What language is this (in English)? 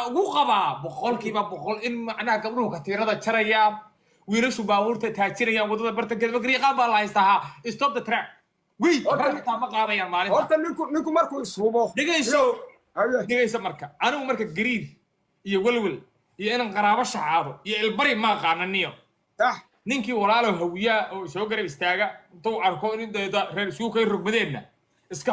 Somali